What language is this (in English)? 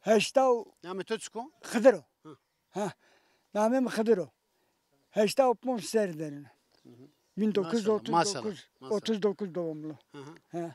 Zaza